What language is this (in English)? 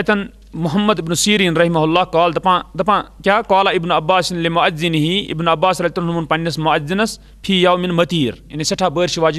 Kashmiri